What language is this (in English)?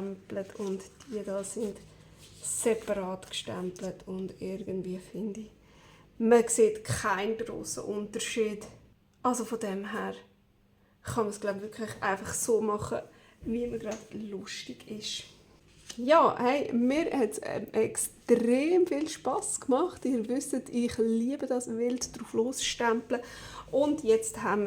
Swiss German